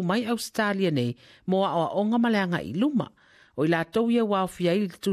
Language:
Samoan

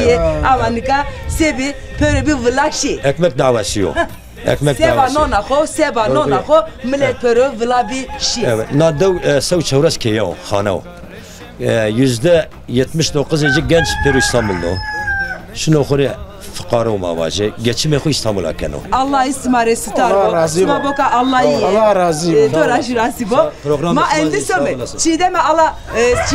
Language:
Zaza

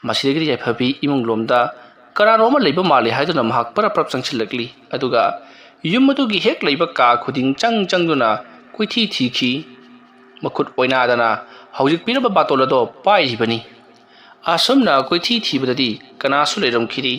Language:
Manipuri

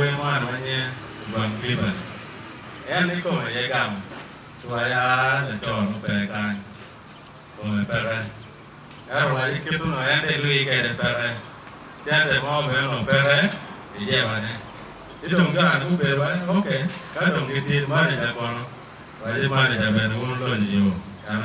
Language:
Acoli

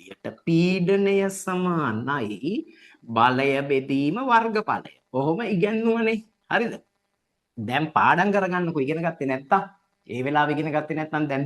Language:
Sinhala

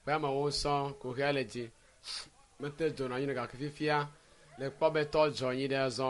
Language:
Ewe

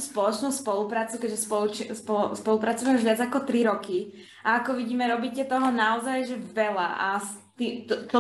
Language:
Slovak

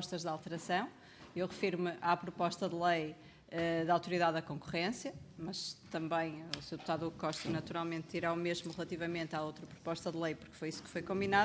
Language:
Portuguese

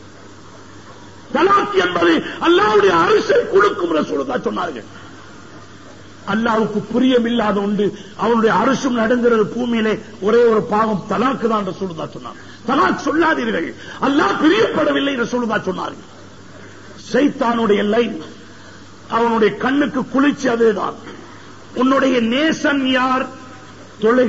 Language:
Tamil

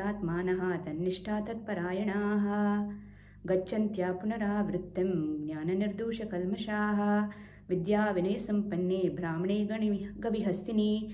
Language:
Sanskrit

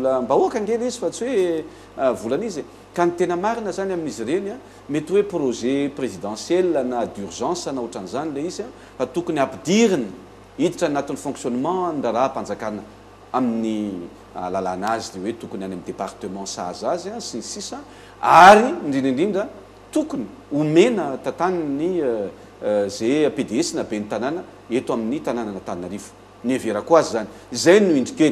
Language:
Malagasy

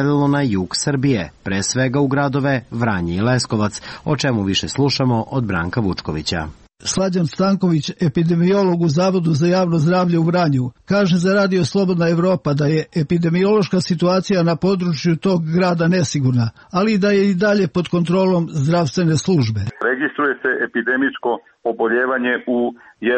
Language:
Serbian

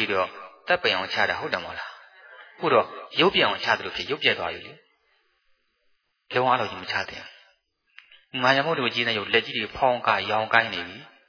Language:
Burmese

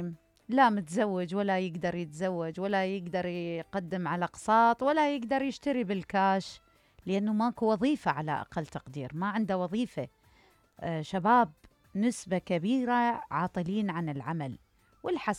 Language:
Mesopotamian Arabic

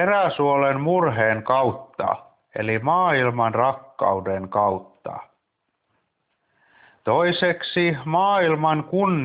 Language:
Finnish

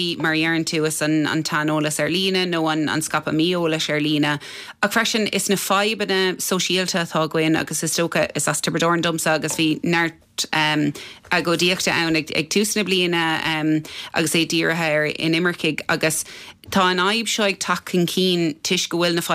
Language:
Irish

